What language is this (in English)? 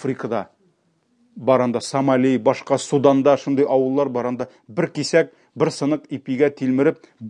Tatar